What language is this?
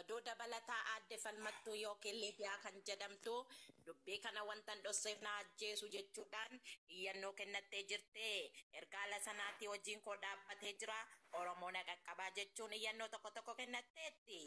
Oromo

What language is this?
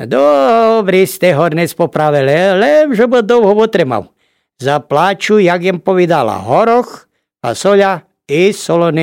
Rusyn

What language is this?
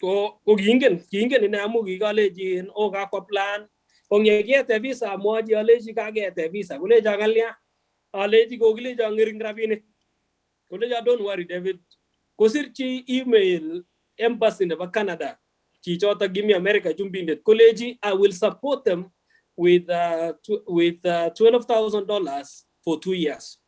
Kalenjin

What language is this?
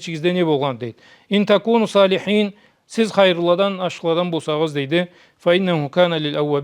Karachay-Balkar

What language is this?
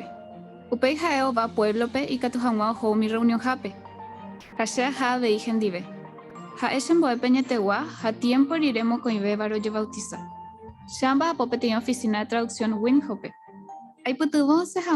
Guarani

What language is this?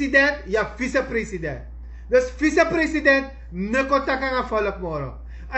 Sranan Tongo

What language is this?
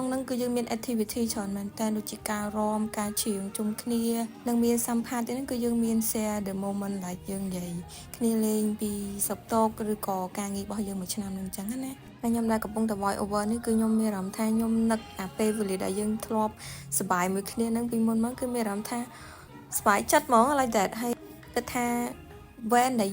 Khmer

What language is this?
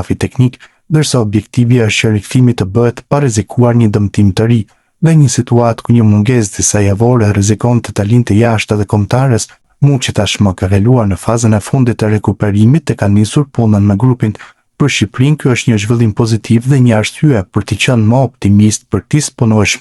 Albanian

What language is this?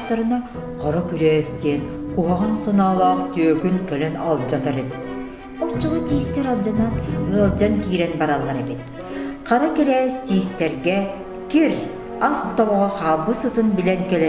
Yakut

